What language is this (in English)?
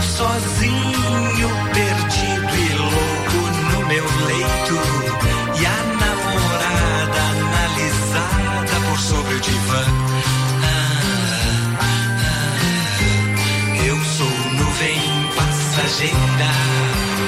Portuguese